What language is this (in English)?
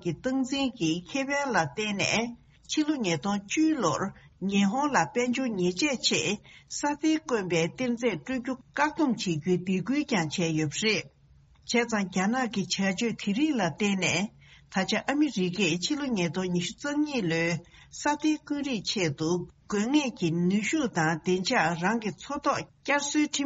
Tibetan